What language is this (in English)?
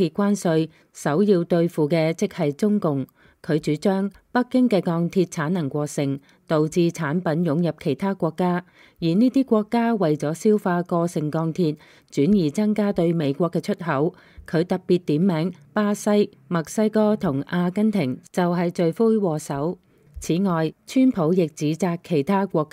Cantonese